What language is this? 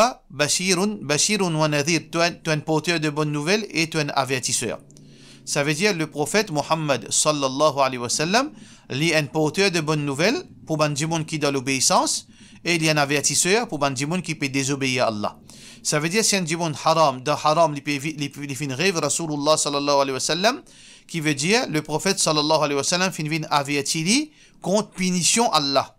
Morisyen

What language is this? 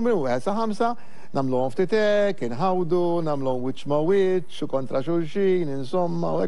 Maltese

